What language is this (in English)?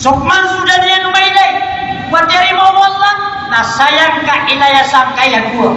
Maranao